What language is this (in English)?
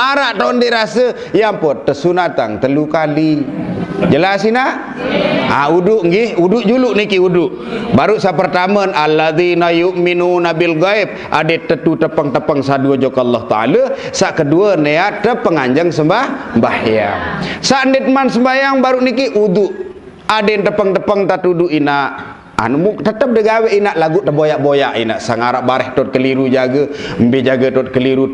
Sasak